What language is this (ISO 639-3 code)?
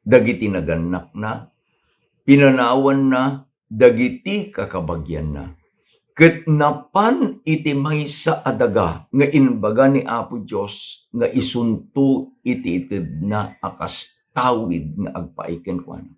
ilo